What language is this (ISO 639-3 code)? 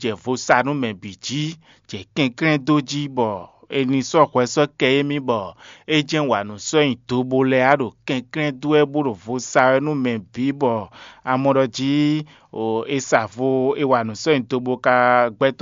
fon